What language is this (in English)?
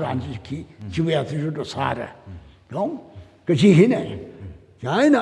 Tangkhul Naga (India)